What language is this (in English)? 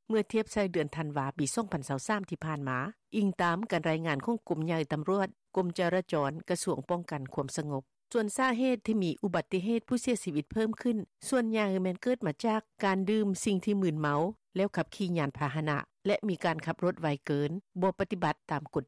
Lao